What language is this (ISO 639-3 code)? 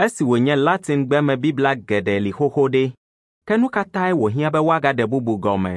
ewe